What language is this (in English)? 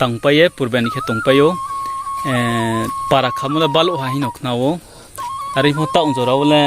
Riang (India)